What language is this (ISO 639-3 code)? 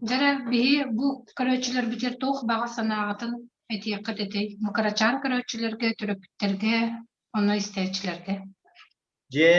sah